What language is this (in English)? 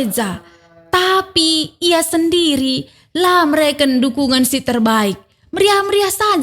Batak Karo